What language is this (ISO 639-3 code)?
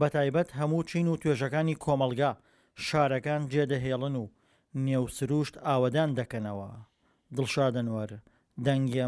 ckb